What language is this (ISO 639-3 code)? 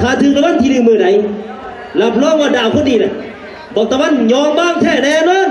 tts